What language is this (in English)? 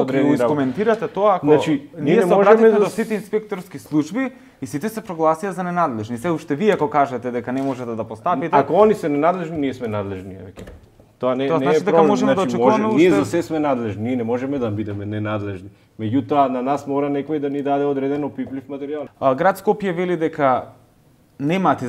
Macedonian